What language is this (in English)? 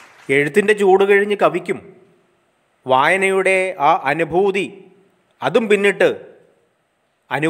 Malayalam